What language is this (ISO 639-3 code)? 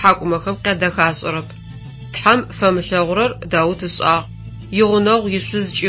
ady